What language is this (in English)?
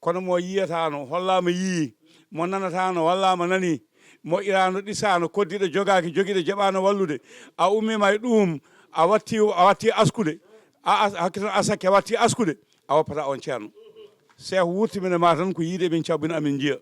Fula